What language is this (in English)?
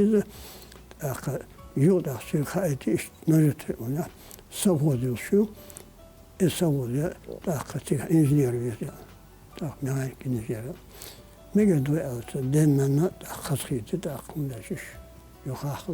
Chechen